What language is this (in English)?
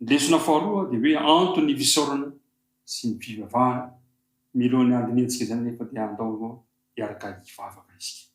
Malagasy